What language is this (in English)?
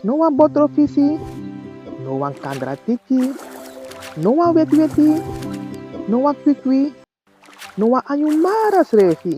Sranan Tongo